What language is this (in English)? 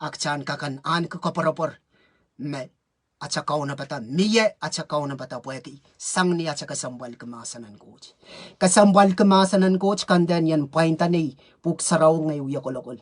Pohnpeian